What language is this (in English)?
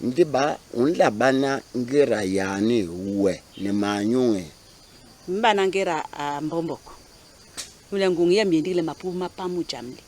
Basaa